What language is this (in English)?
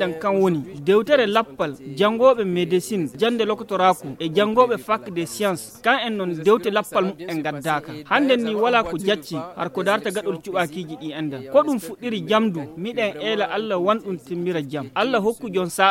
Fula